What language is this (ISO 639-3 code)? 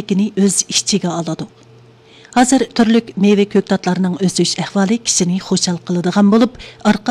uig